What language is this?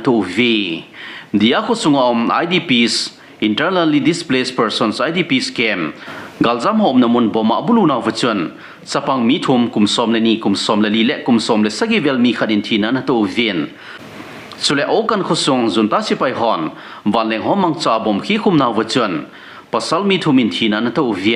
Thado Chin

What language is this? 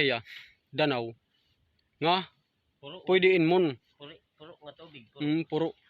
Waray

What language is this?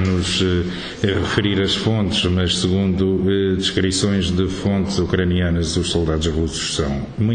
Portuguese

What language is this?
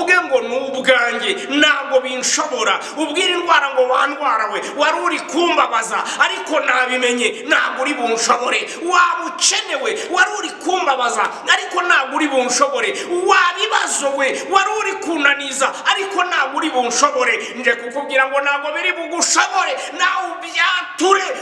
Kinyarwanda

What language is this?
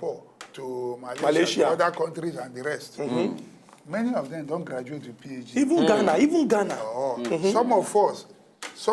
Nigerian Pidgin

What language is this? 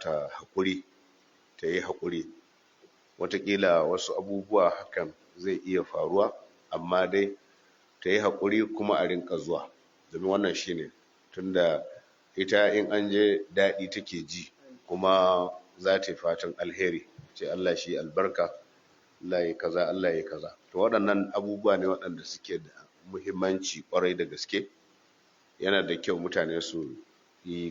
Hausa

